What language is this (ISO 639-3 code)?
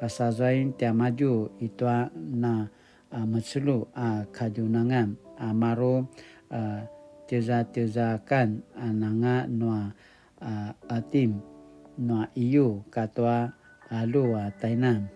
pwn